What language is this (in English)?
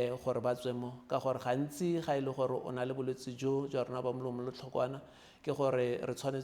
Tswana